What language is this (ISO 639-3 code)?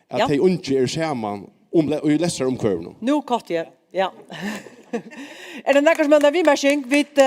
fao